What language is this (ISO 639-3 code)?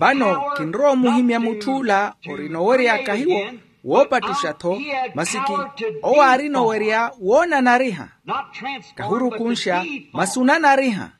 vmw